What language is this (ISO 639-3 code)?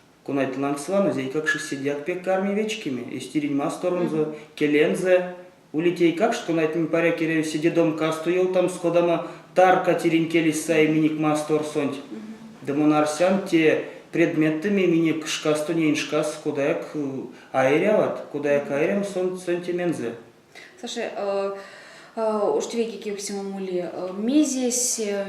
myv